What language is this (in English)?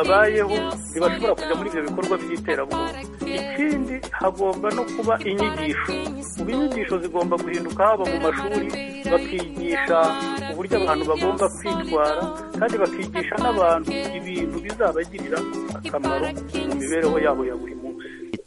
Kinyarwanda